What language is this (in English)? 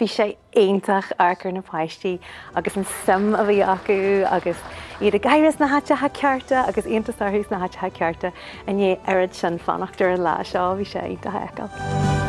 Irish